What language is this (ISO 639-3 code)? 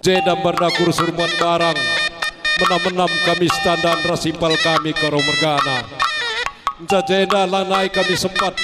btx